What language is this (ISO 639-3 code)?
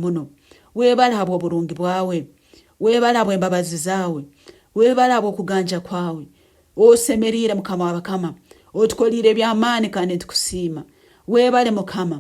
nyo